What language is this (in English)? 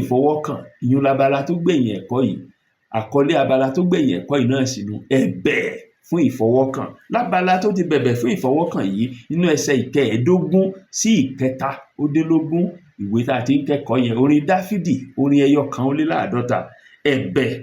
Yoruba